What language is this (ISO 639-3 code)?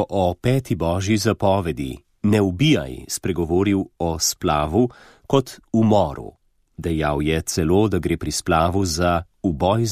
slv